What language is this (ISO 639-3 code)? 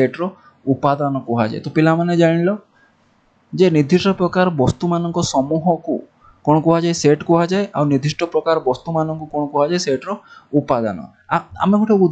ori